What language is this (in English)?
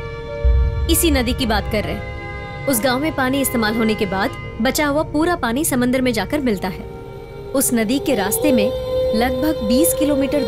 Hindi